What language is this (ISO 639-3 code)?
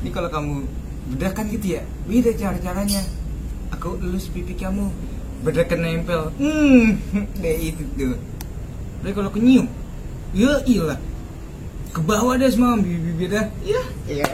bew